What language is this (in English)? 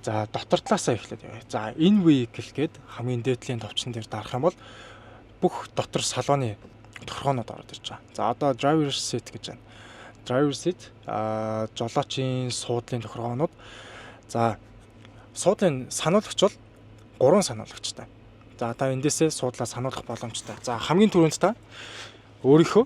Mongolian